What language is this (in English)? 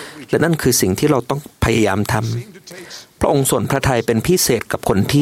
Thai